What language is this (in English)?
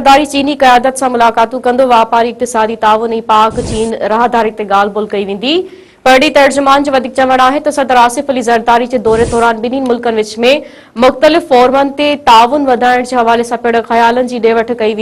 Sindhi